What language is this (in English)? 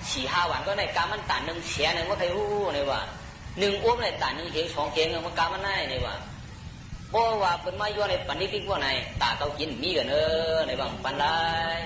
Shan